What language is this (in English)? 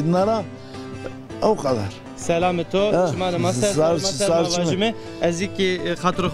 Zaza